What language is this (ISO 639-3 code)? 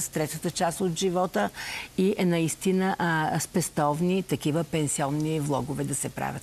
bul